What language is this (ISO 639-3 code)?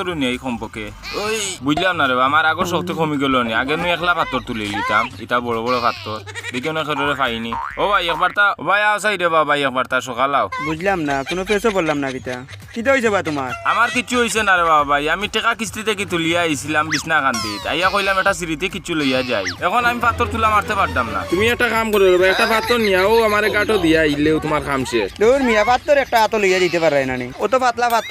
syl